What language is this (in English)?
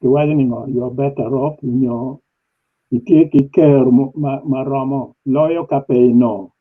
Acoli